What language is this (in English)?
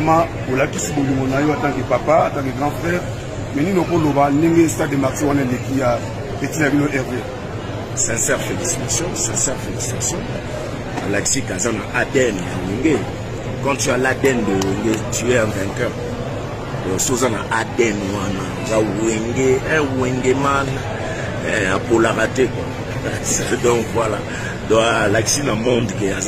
Lingala